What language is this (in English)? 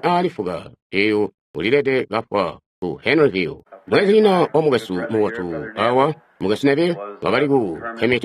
Tonga (Zambia)